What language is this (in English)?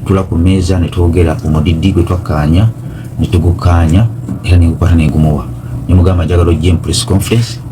Ganda